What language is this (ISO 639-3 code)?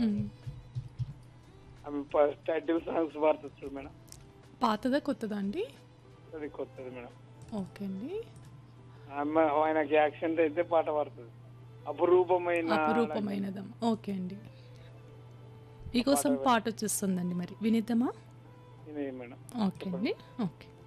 tel